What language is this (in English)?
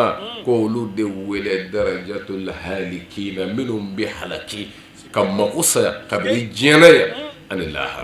Bambara